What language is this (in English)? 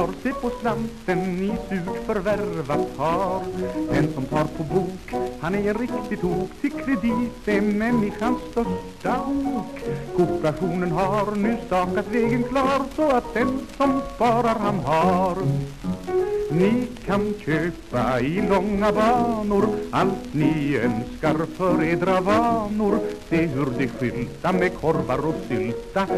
Swedish